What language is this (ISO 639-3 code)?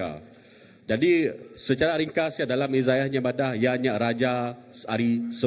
iba